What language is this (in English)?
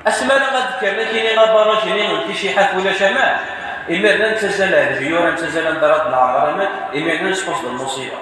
Kabyle